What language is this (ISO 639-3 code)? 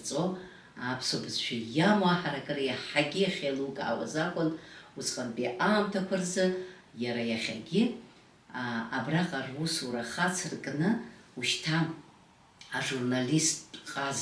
abk